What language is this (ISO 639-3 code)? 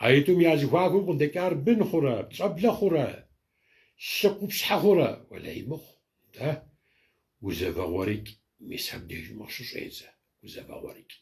kbd